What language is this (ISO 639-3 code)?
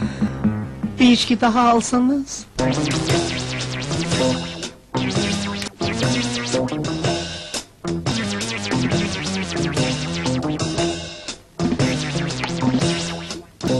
tur